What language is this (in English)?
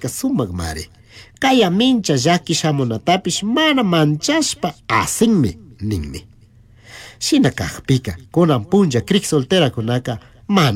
Chimborazo Highland Quichua